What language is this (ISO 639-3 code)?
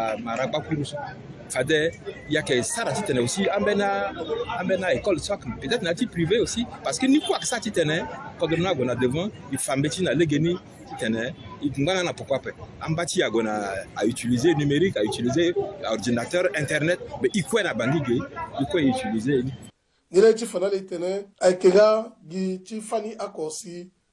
sag